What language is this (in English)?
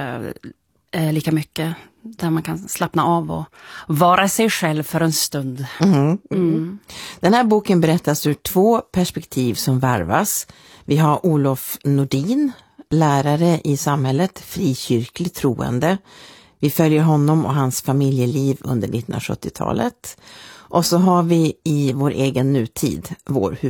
Swedish